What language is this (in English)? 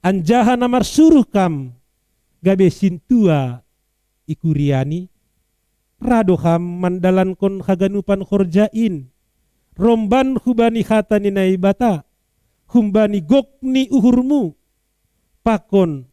Batak Simalungun